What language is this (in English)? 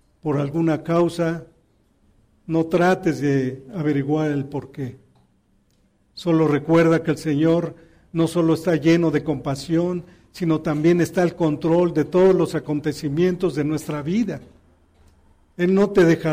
Spanish